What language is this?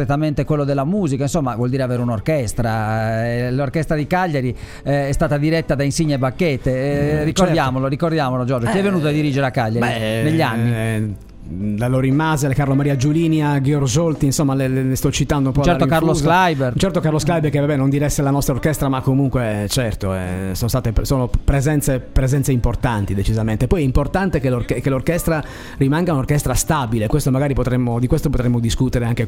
Italian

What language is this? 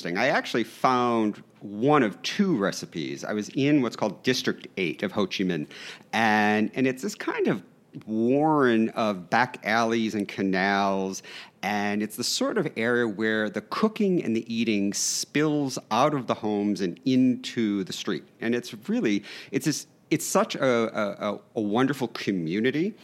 English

